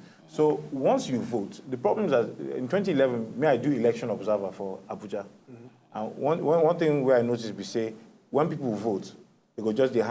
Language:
Nigerian Pidgin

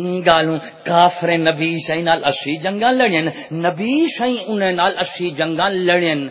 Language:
Saraiki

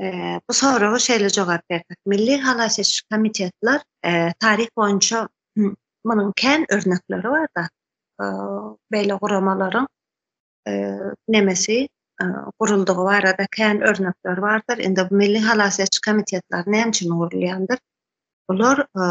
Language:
Turkmen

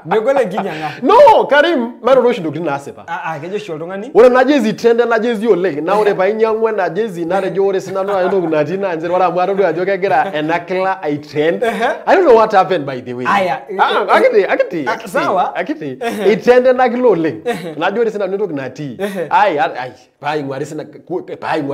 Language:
Masai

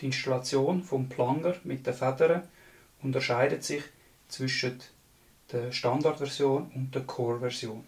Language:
Swiss German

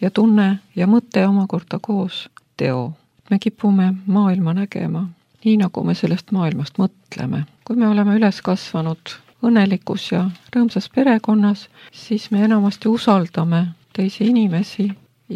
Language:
Estonian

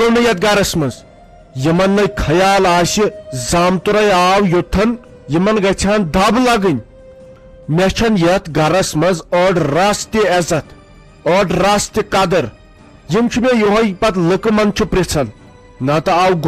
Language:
Kashmiri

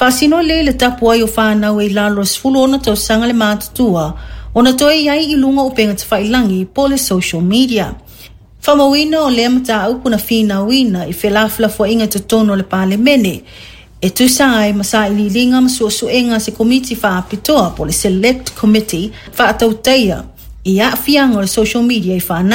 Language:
Samoan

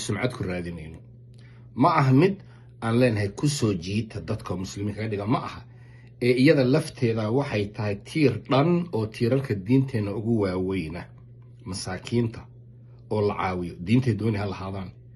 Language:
Somali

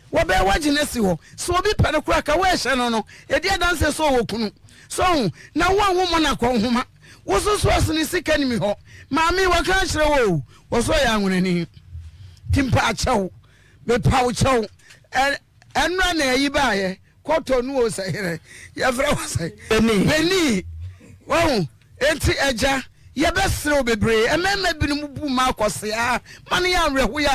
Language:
Akan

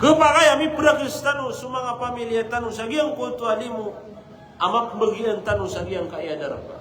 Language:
Maranao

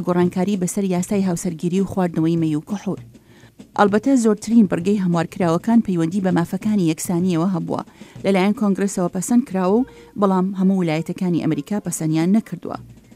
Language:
Central Kurdish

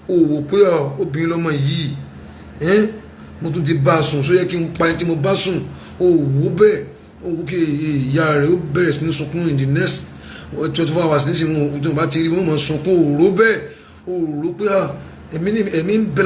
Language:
Yoruba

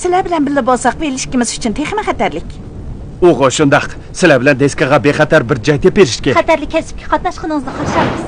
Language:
Uyghur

